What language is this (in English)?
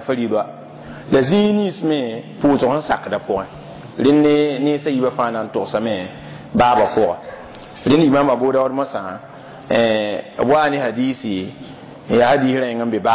Mossi